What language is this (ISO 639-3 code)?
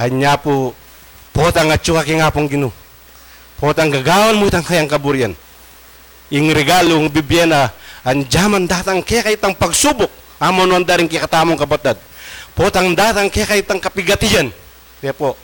pam